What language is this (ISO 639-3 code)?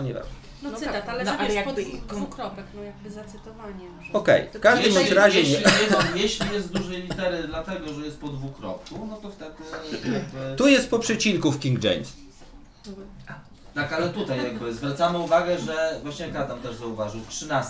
pol